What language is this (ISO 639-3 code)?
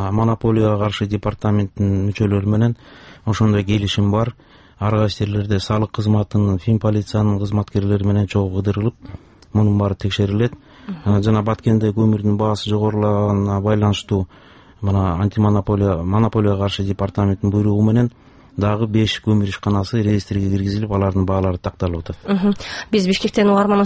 kir